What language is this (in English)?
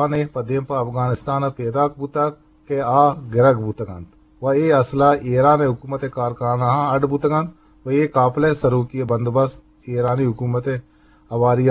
Eastern Balochi